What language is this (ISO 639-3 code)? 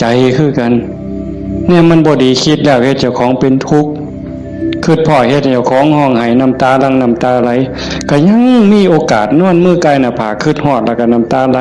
tts